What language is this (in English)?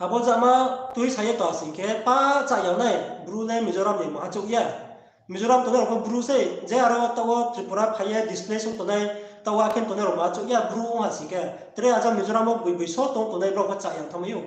Riang (India)